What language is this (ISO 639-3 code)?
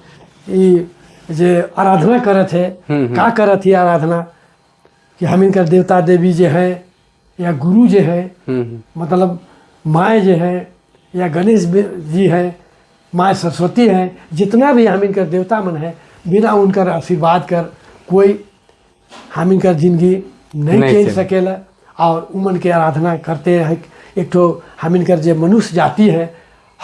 sck